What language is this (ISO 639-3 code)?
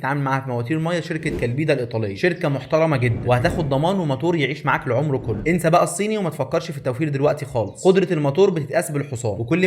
arz